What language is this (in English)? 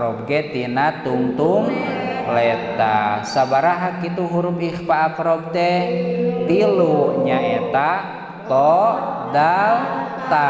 Sundanese